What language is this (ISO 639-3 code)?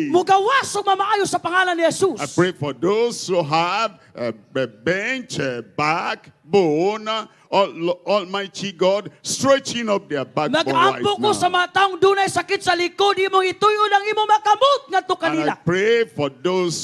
ceb